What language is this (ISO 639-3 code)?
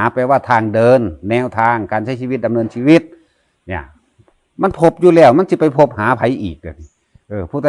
tts